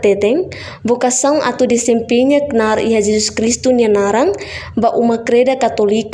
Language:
Tetum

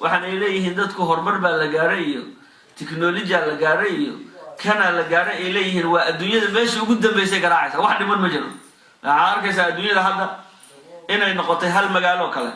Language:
Somali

